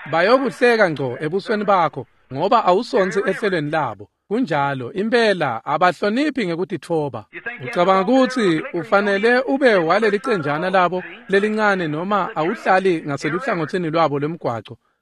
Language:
Swati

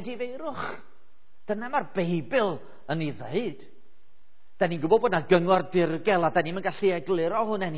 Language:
Welsh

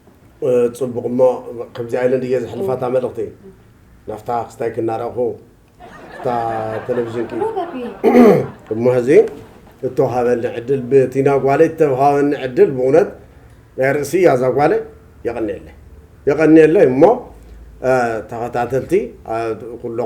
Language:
Tigrinya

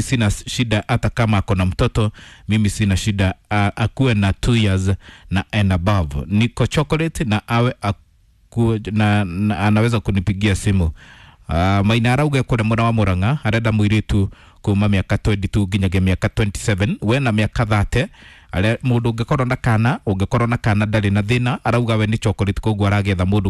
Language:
Kikuyu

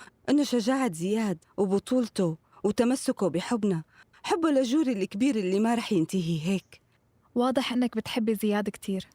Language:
North Levantine Arabic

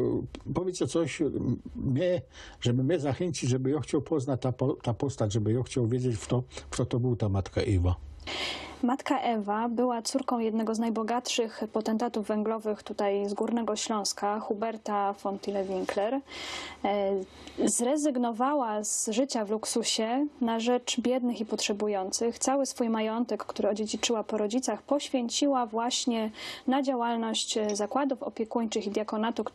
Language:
Silesian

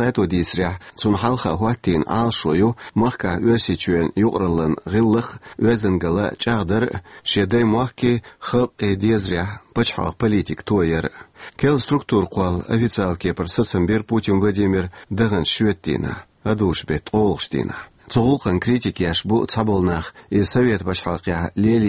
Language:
Chechen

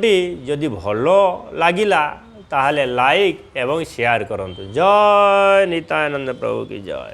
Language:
Odia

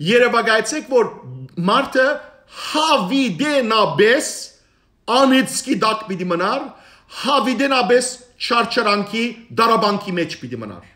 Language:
Western Armenian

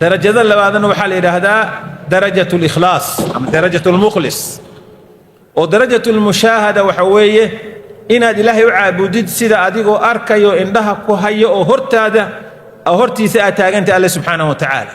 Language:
Somali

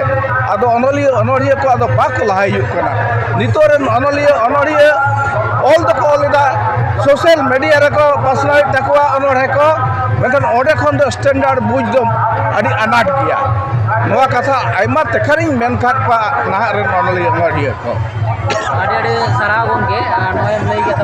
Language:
Santali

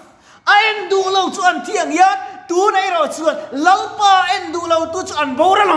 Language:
Mizo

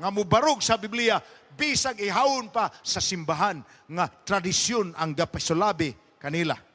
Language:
Cebuano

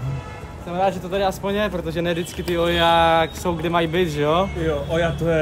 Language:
Czech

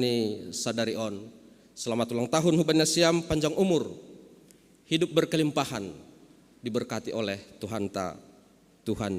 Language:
Batak Simalungun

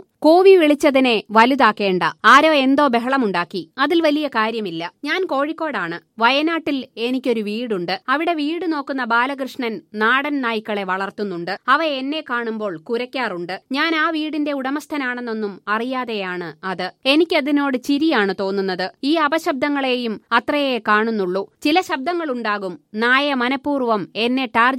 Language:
Malayalam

